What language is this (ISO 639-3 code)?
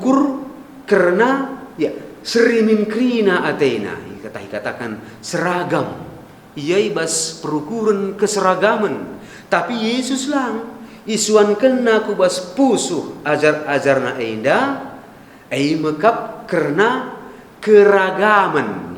btx